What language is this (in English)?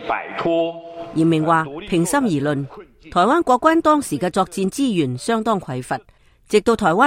Cantonese